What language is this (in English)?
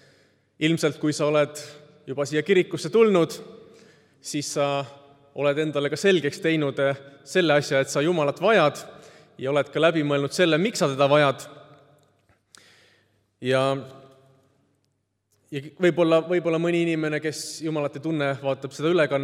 Estonian